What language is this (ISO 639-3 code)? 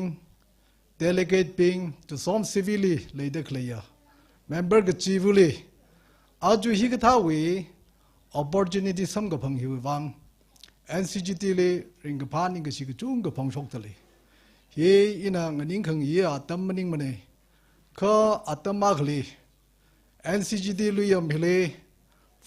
nmf